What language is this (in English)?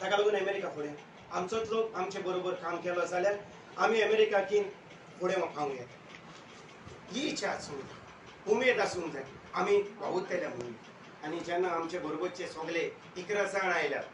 Konkani